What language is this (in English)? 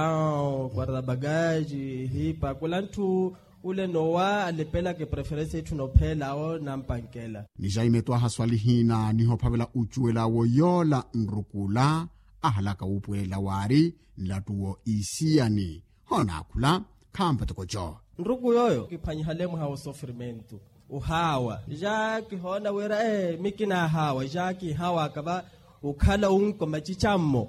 Makhuwa